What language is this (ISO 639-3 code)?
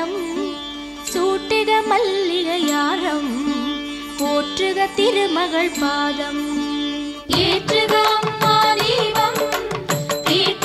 tam